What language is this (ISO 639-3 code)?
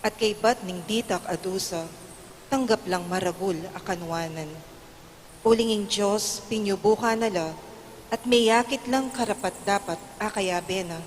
pam